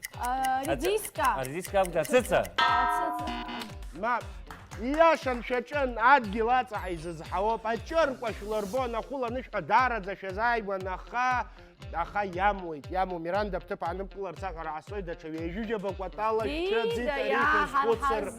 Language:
Abkhazian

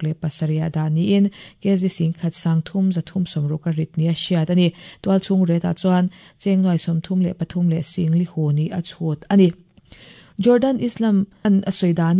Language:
Mizo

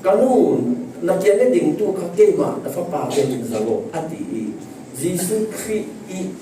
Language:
Falam Chin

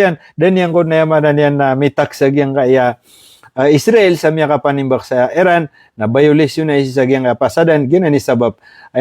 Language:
Maranao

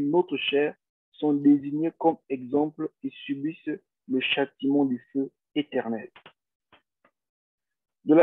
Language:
French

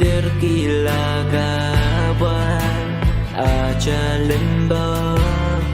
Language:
Pohnpeian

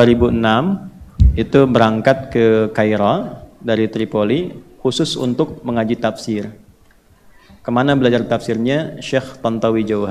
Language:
Indonesian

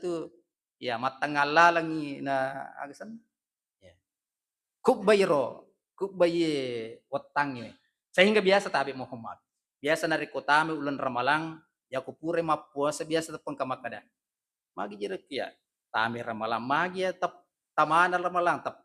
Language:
Buginese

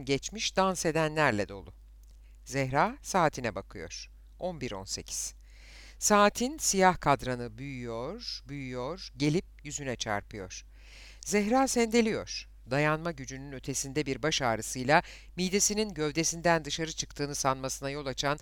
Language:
Turkish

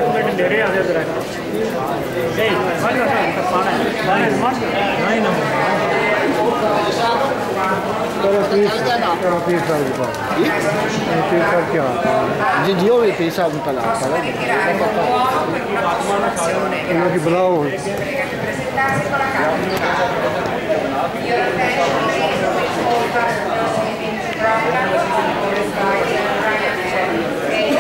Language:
Urdu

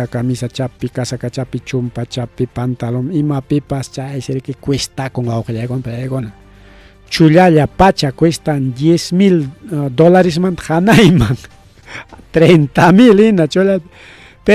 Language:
Ayacucho Quechua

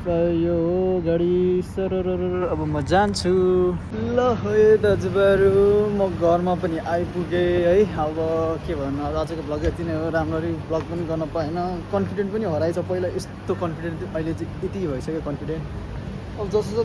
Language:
Nepali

